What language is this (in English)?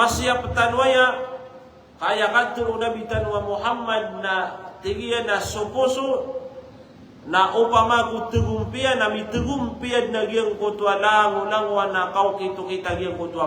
Maranao